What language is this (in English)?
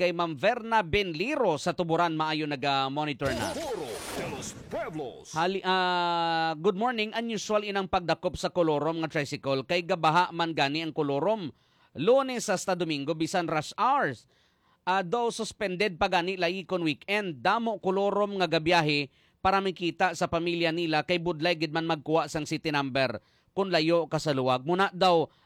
Hiligaynon